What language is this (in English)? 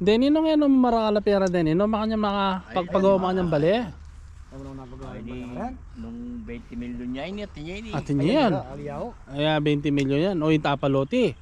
Pampanga